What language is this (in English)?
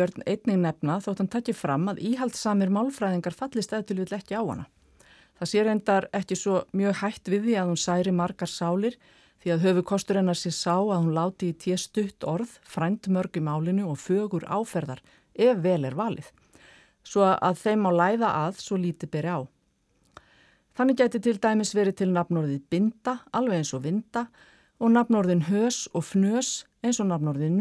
Icelandic